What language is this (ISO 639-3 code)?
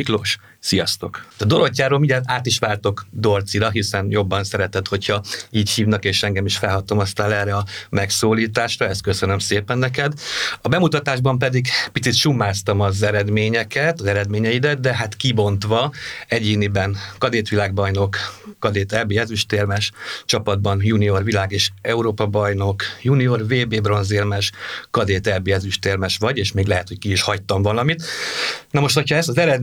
hun